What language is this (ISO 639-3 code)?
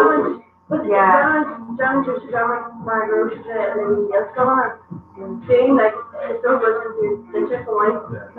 gle